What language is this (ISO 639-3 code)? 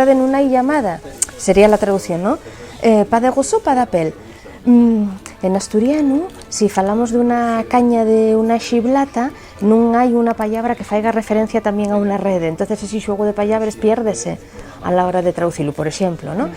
ast